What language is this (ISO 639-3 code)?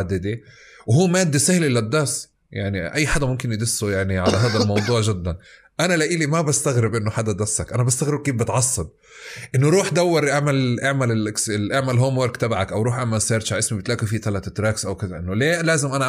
apc